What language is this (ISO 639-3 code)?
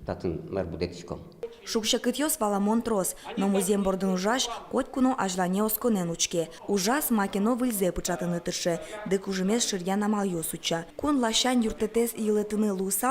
udm